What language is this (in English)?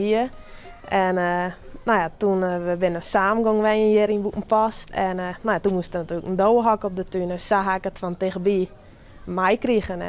Western Frisian